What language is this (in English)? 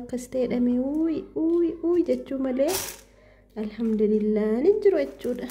Oromo